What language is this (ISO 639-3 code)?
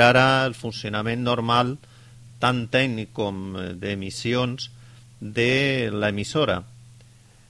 cat